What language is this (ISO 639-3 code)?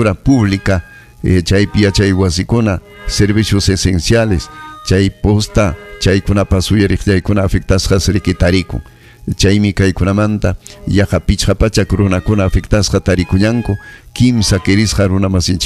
quy